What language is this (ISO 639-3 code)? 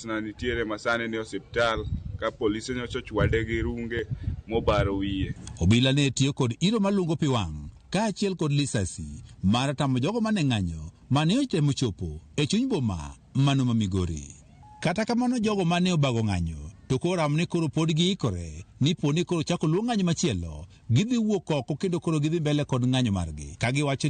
luo